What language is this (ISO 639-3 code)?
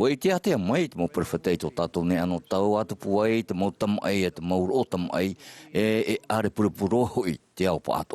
tah